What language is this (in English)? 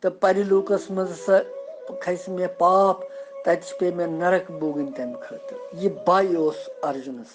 Kashmiri